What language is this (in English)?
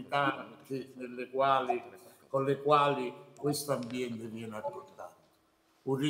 Italian